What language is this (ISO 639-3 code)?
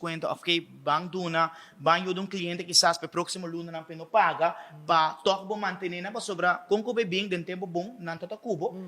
pap